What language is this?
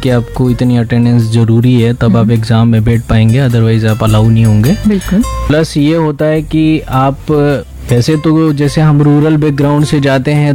Hindi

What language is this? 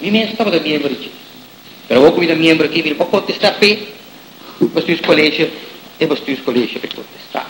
Papiamento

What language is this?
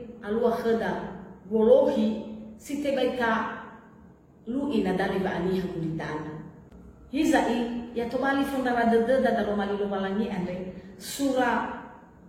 Nias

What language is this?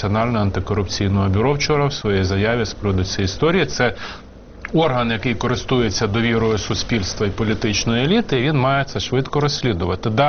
Ukrainian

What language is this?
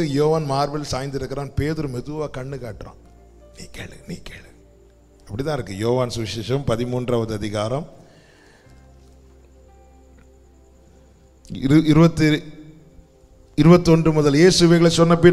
Tamil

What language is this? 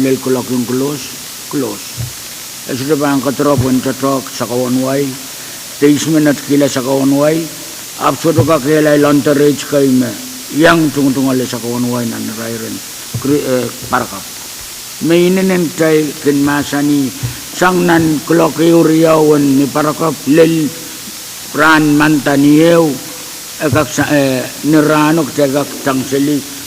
Pohnpeian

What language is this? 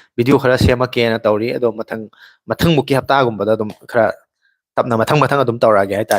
Manipuri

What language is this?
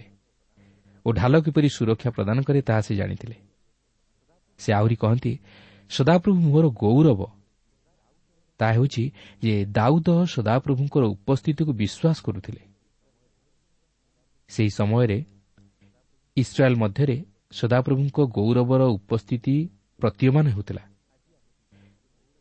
Odia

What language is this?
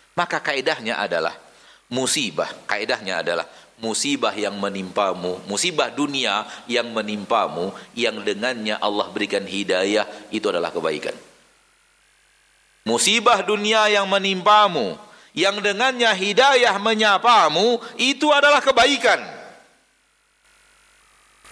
Indonesian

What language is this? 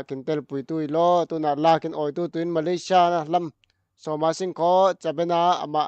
Falam Chin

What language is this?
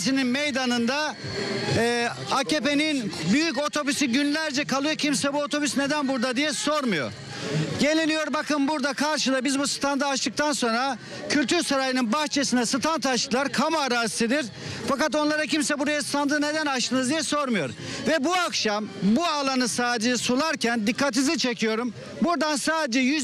Turkish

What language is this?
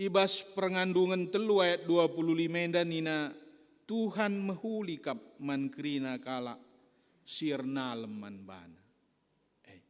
Batak Karo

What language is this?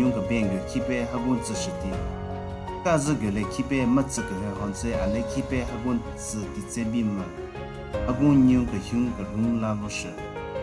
Southern Rengma Naga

